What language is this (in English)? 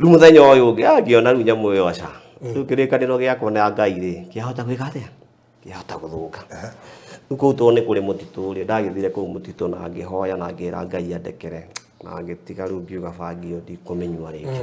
Kikuyu